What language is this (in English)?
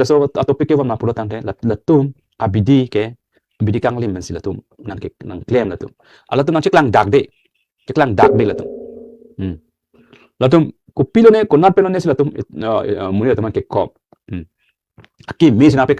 Karbi